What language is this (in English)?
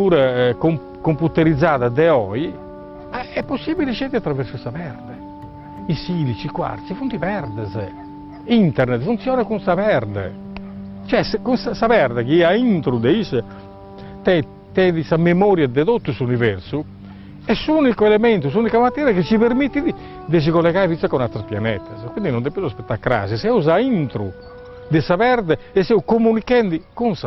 Sardinian